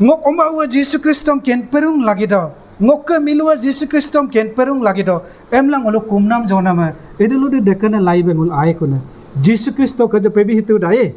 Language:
Adi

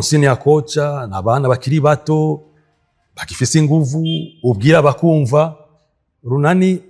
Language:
Rundi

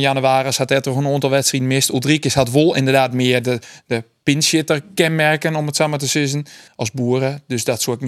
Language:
Western Frisian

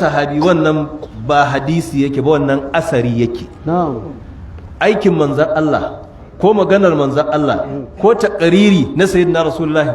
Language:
Hausa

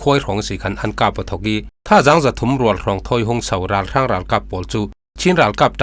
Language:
Falam Chin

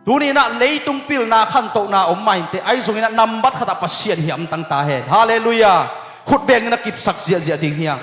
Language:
Tedim Chin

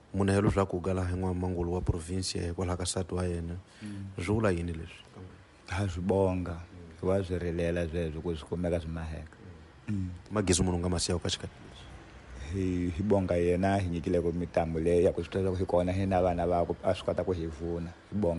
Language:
Tsonga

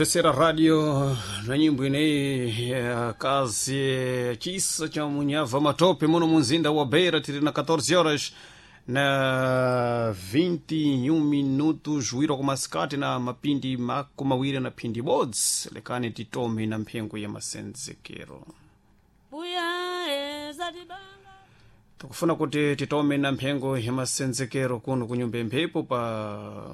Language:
Sena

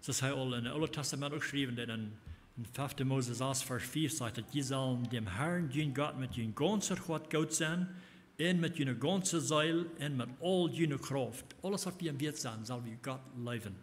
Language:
Plautdietsch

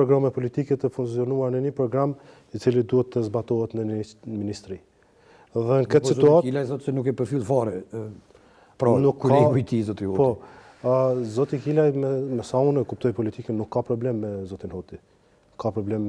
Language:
Albanian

